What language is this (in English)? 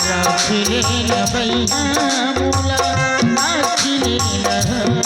Chhattisgarhi